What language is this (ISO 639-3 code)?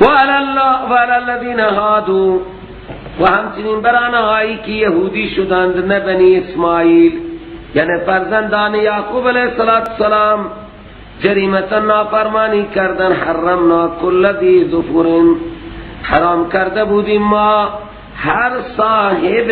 fas